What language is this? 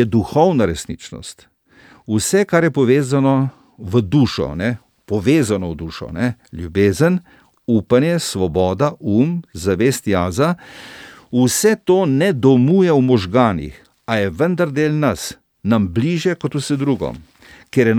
Slovenian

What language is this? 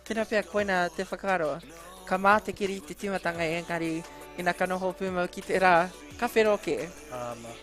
Māori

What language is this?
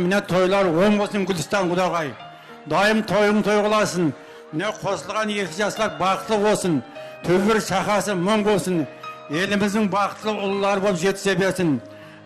Kara-Kalpak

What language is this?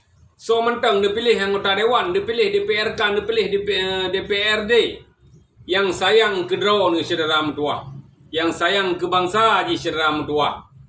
Achinese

